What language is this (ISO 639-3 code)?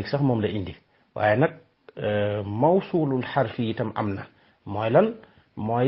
wol